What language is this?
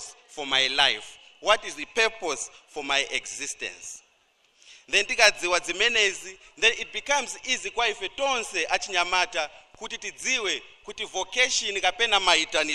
Nyanja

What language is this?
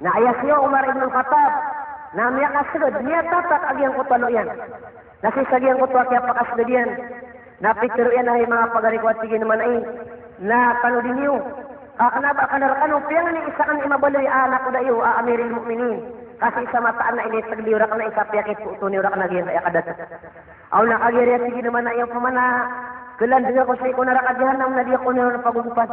Maranao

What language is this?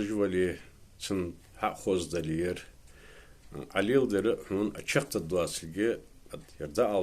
Ingush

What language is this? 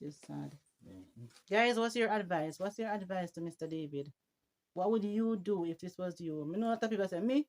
Jamaican Creole English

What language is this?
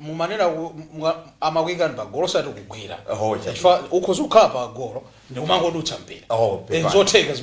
Nyanja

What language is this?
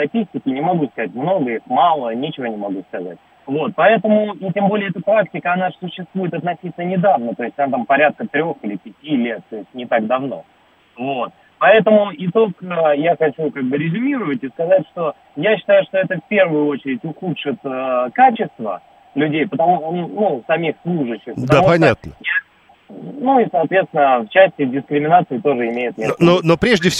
Russian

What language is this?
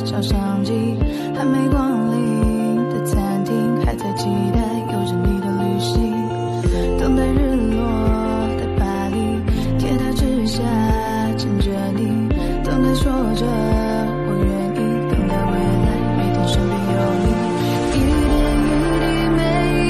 Chinese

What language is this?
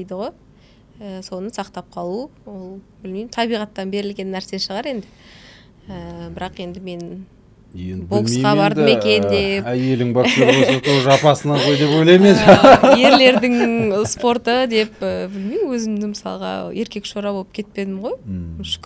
Kazakh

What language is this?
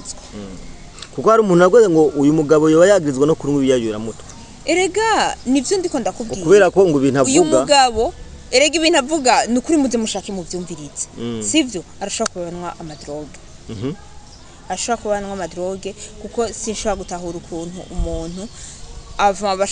Rundi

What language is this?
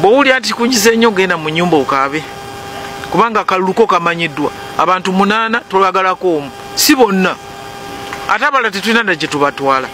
Ganda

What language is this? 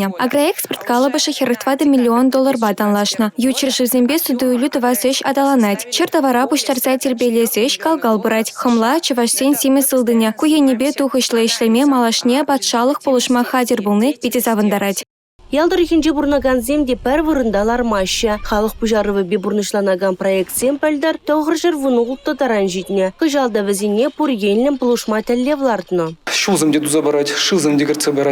Chuvash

